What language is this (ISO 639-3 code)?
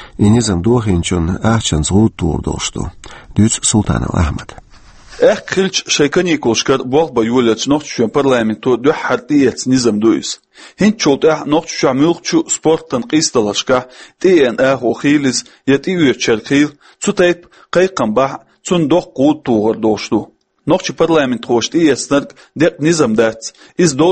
che